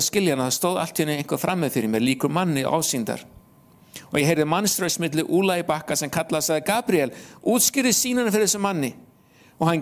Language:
Icelandic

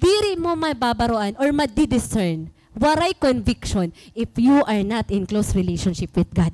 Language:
Waray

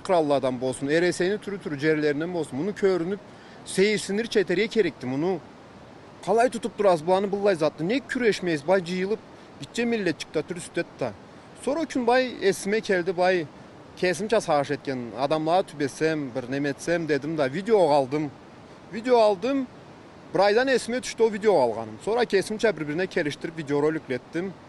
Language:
Karachay-Balkar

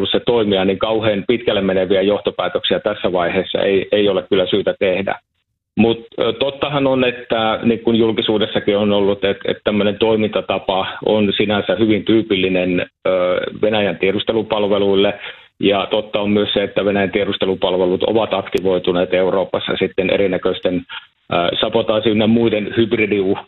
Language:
Finnish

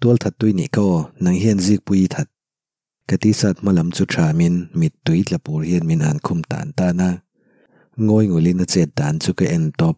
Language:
Mizo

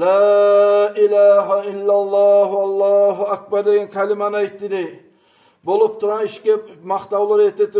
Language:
Kumyk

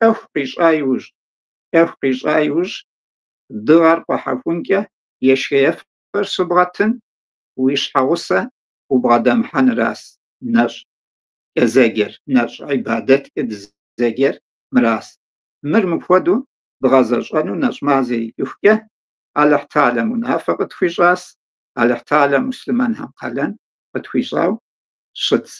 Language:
Kabardian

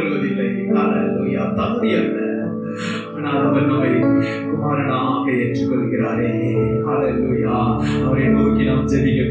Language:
Tamil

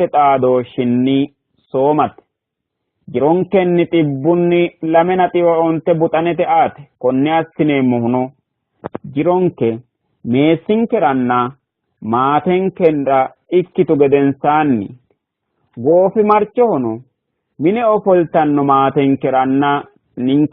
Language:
Sidamo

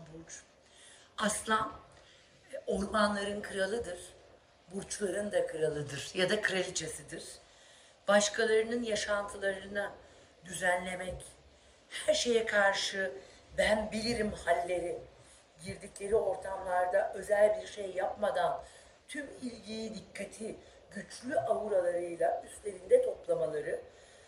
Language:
Turkish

